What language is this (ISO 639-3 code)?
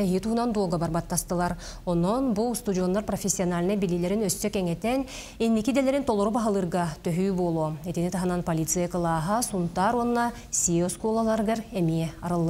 sah